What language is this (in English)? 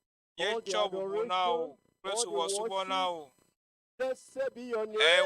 Ewe